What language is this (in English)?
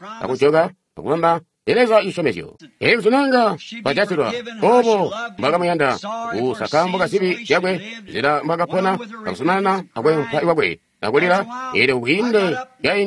Tonga (Zambia)